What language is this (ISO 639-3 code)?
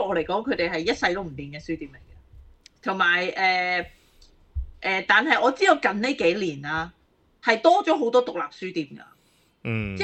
yue